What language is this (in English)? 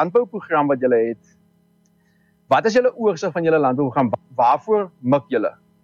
Afrikaans